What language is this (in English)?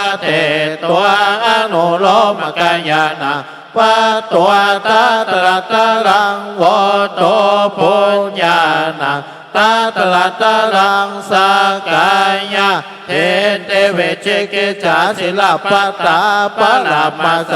Pali